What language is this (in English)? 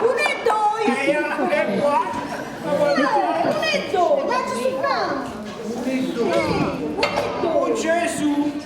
Neapolitan